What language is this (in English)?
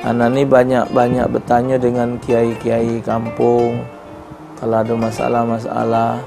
Musi